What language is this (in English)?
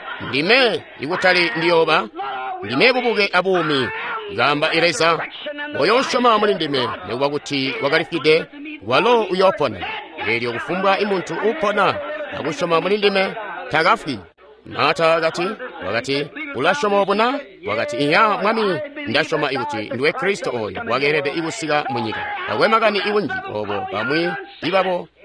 Tonga (Zambia)